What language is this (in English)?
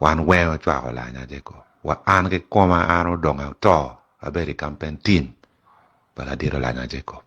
Acoli